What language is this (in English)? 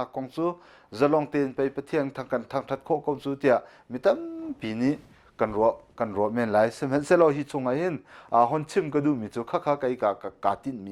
Hakha Chin